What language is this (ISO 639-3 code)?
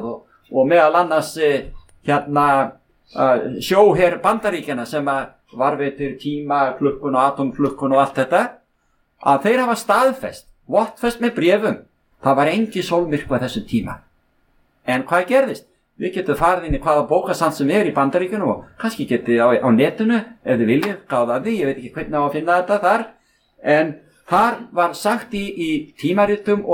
isl